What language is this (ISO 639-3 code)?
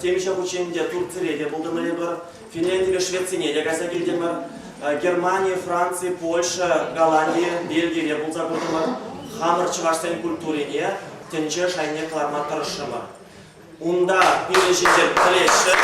chv